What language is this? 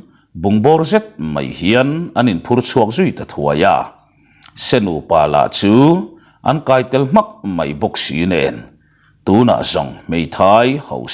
Mizo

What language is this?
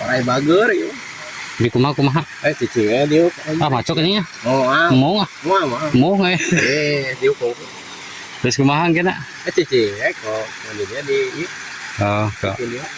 Sundanese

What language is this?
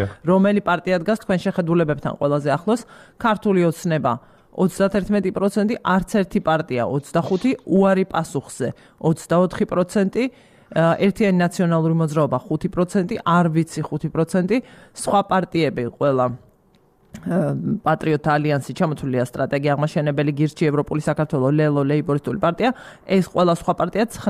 Georgian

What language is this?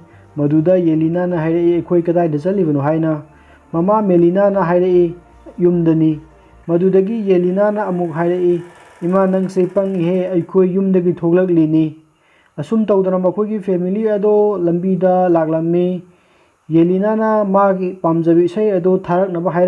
Manipuri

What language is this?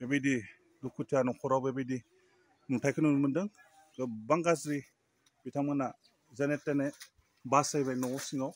Bodo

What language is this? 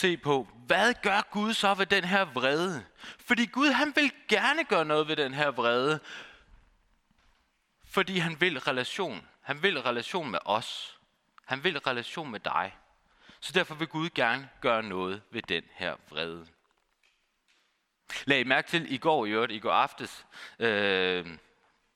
Danish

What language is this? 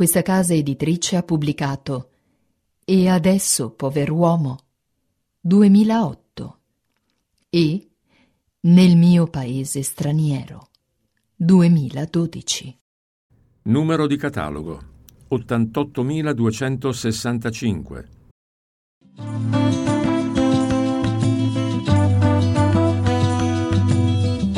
Italian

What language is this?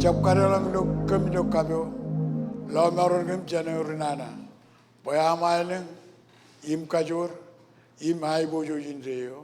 Marshallese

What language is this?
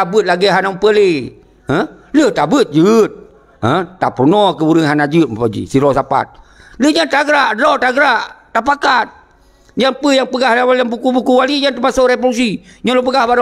Achinese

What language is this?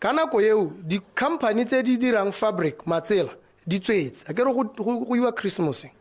Tswana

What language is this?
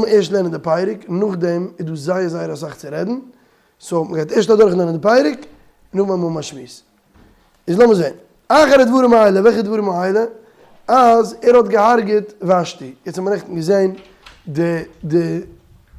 Yiddish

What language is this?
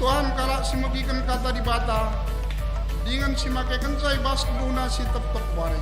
Batak Karo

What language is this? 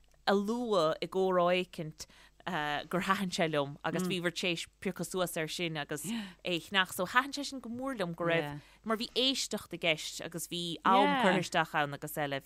Irish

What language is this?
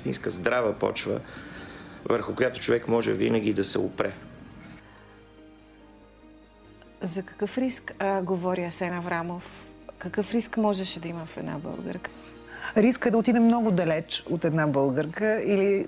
Bulgarian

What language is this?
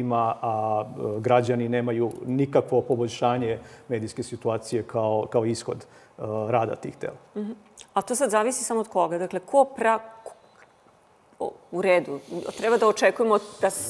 Serbian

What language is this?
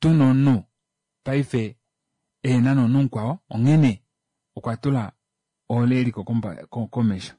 Kuanyama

